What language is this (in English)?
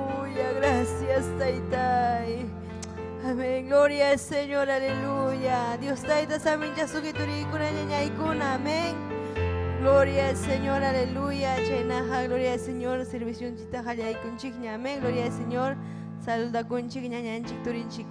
Ayacucho Quechua